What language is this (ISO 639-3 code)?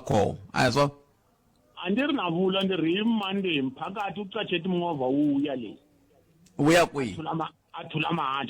tso